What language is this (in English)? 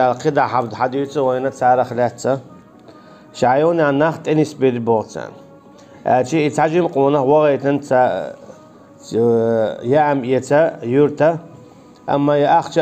Chechen